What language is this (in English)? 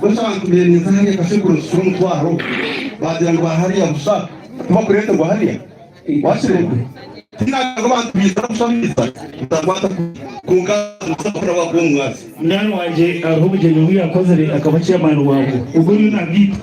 Nyankole